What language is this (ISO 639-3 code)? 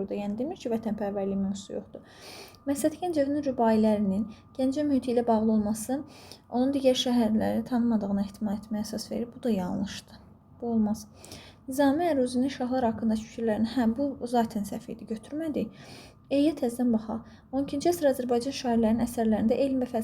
aze